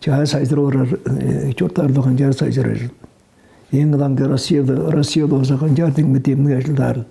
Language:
Tuvinian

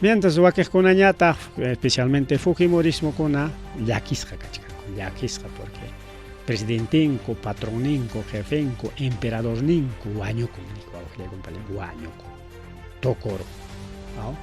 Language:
Ayacucho Quechua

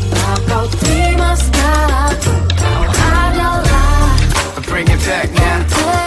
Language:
Banjar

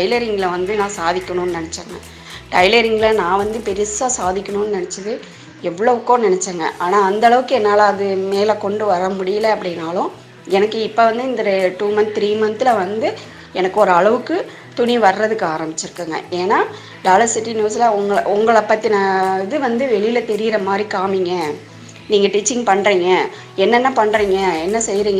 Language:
Tamil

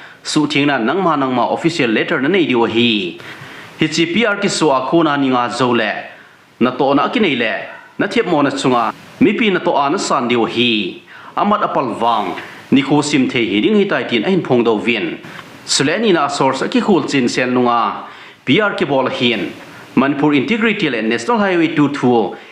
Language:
Thado Chin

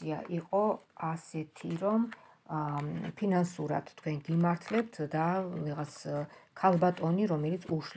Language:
Georgian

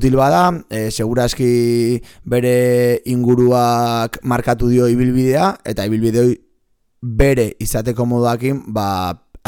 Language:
Basque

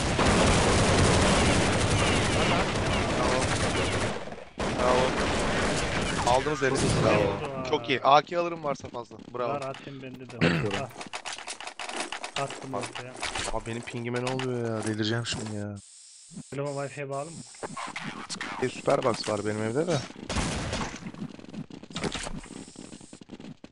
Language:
Turkish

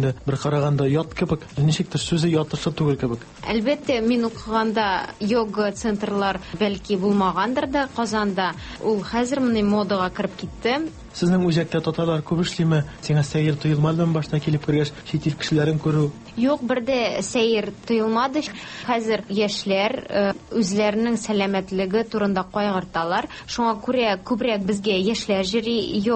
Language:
Tatar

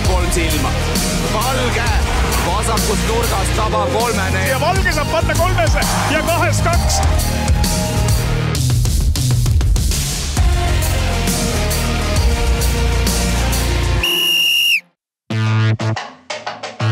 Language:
Estonian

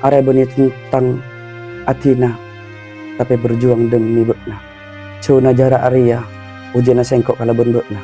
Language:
Madurese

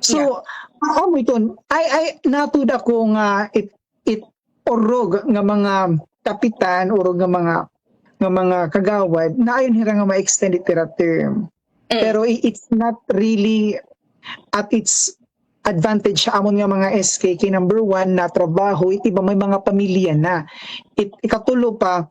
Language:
Waray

